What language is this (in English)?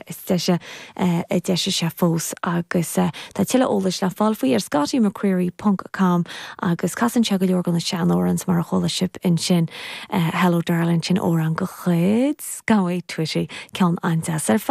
Irish